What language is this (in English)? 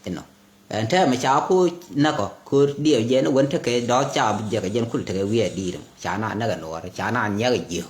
Nuer